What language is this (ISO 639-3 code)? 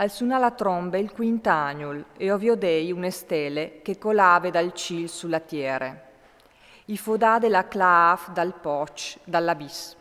fur